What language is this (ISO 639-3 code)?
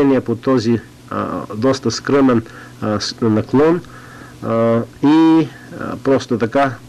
bul